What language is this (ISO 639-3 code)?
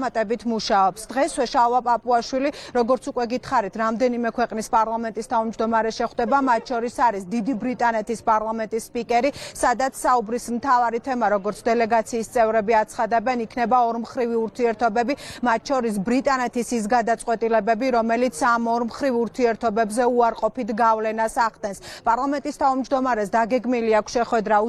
kat